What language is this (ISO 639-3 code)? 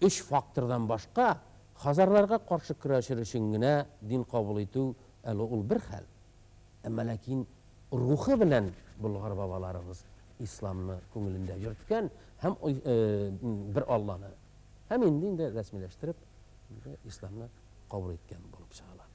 tat